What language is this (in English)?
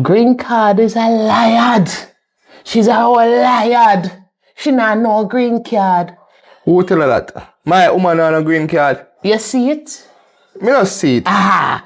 Jamaican Creole English